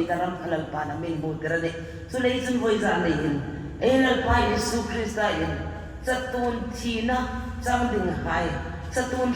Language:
Hmar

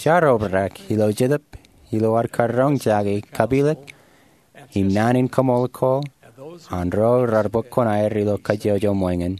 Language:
Marshallese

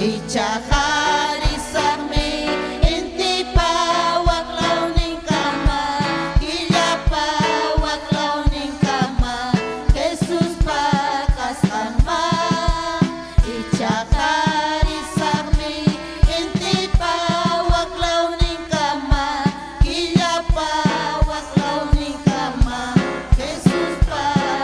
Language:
Ayacucho Quechua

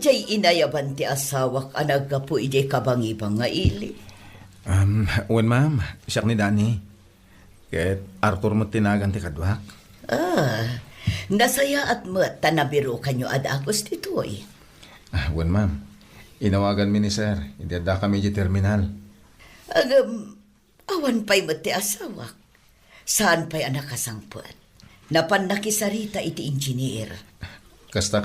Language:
Iloko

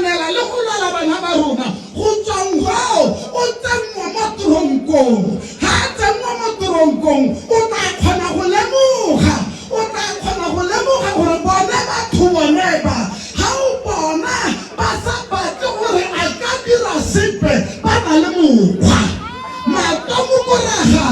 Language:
Tswana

